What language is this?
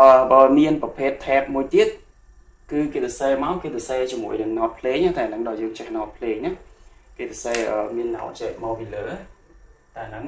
Khmer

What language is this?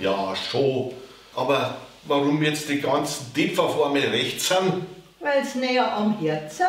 Bavarian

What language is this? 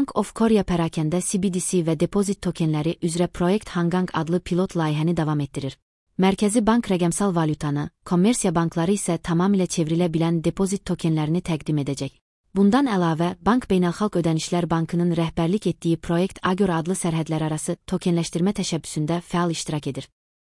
Azerbaijani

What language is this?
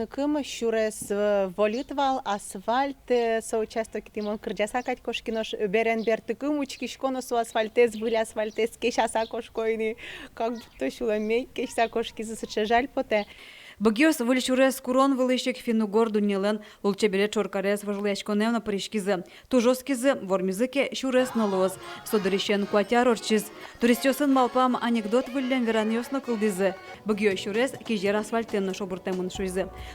Udmurt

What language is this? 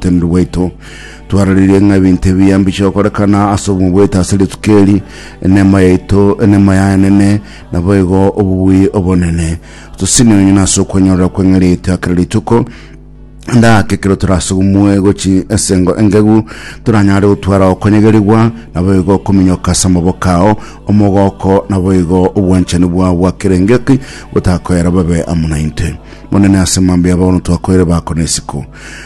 Gusii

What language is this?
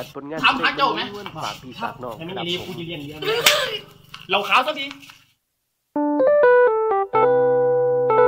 Thai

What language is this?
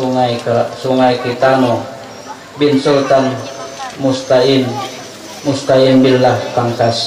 Banjar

